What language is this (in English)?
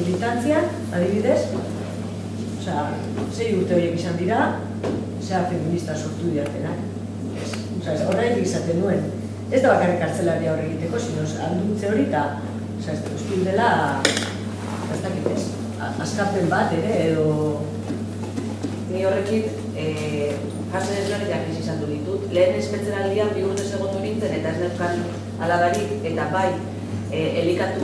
Basque